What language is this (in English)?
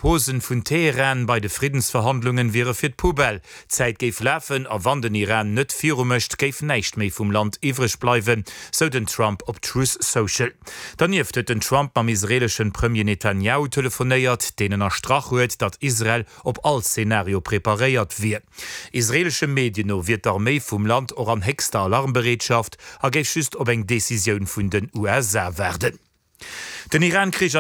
Luxembourgish